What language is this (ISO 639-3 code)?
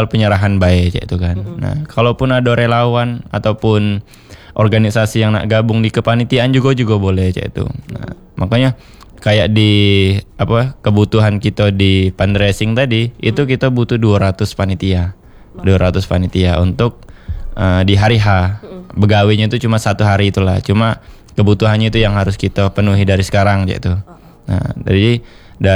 ind